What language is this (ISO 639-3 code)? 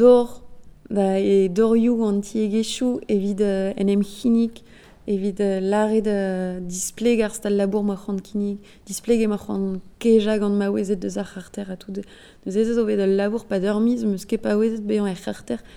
bre